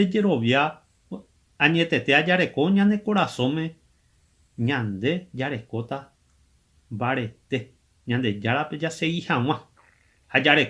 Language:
Guarani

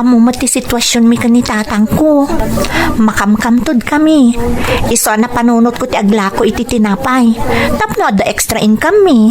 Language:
Iloko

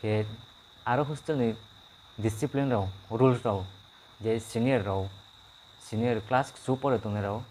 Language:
Kok Borok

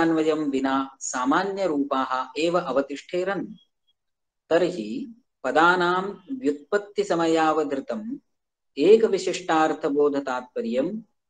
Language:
Sanskrit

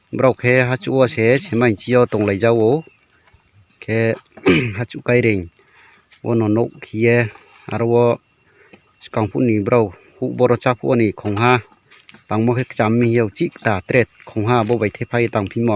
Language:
Riang (India)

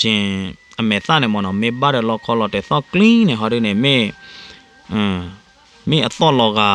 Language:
S'gaw Karen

